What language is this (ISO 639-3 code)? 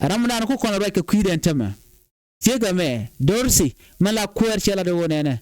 nus